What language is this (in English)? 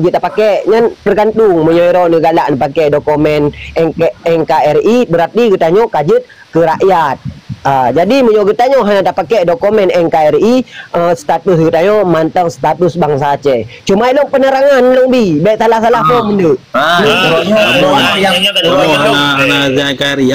Achinese